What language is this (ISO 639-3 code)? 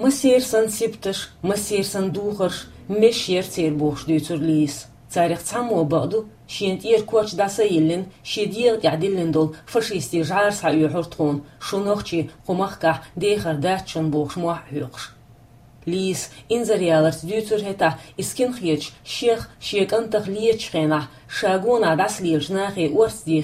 che